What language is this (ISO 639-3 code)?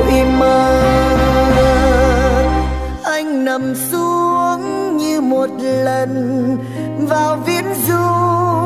vie